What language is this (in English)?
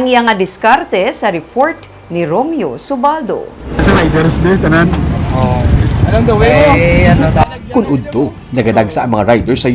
Hiligaynon